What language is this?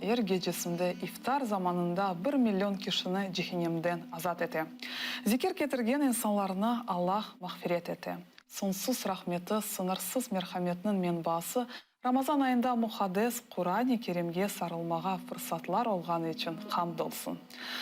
Crimean Tatar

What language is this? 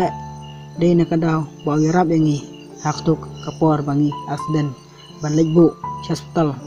Khasi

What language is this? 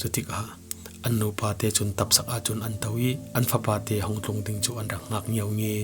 Falam Chin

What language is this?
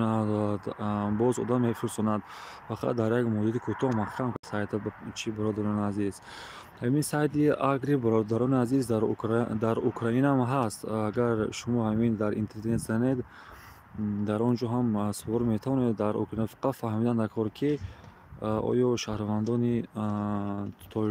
Tajik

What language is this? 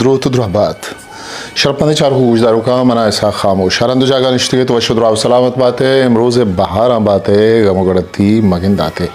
Eastern Balochi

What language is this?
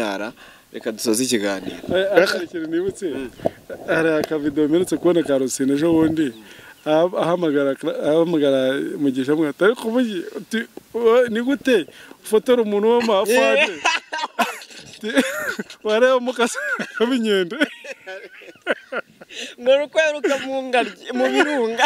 Kinyarwanda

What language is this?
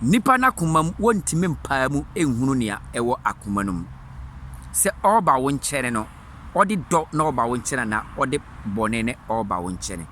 Akan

